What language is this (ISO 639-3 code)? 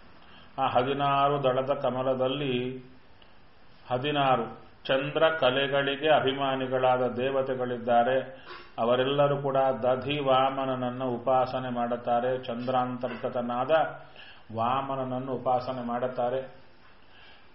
kan